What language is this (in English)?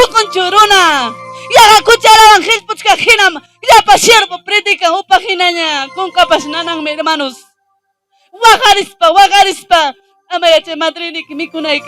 Ayacucho Quechua